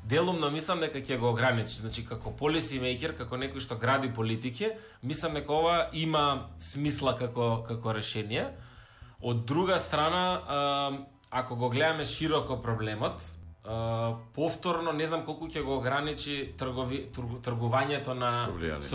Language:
Macedonian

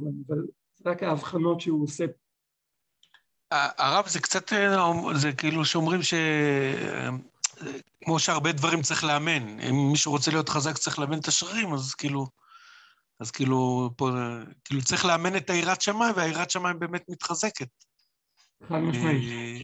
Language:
Hebrew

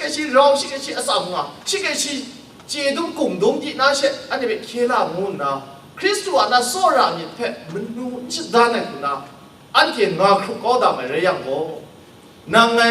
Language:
Kachin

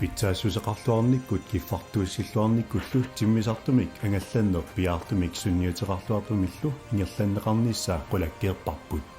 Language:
Kalaallisut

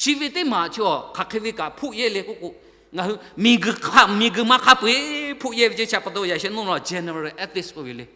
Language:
Lahu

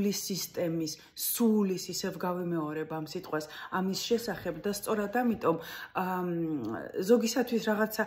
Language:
Georgian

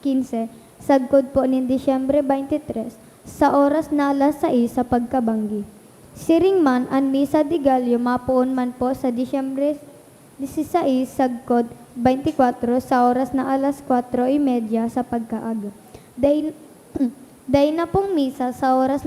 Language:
Bikol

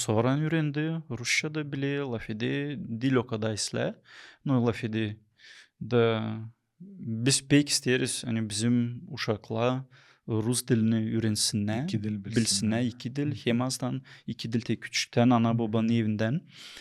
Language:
Gagauz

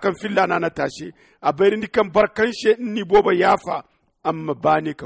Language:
Zarma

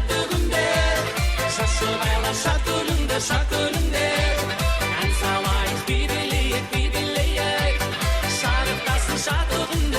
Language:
Kara-Kalpak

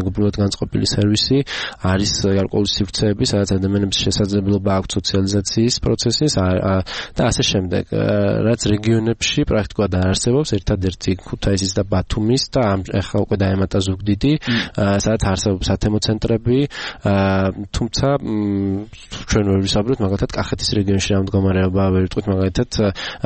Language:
Georgian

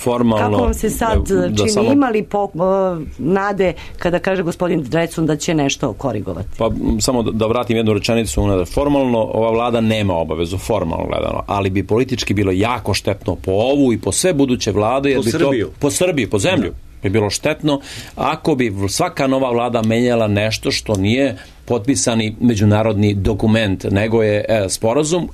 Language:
Serbian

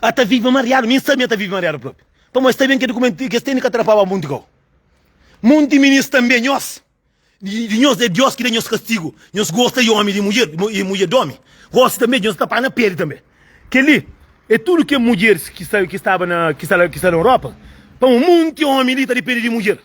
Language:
Kabuverdianu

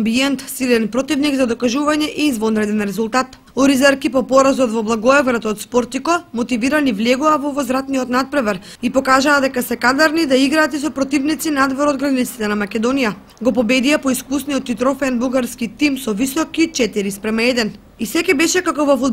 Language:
Macedonian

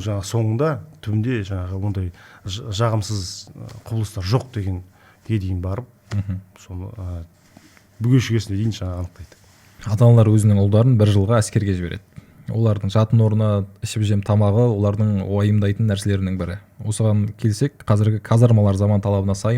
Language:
Kazakh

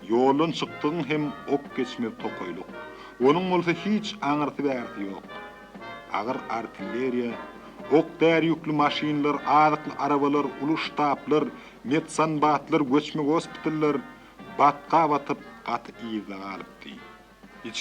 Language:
Turkmen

